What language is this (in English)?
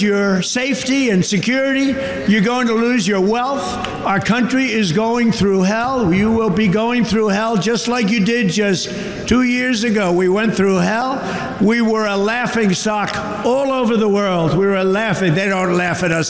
English